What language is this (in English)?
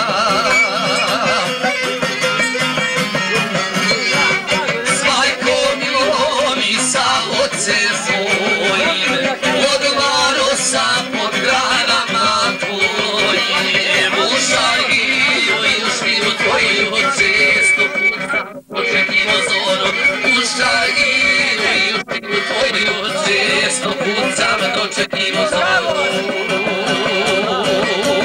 Croatian